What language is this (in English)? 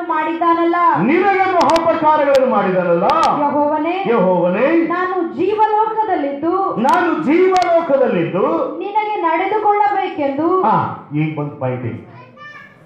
Kannada